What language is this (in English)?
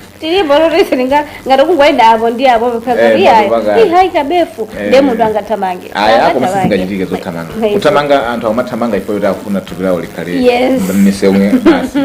Nyanja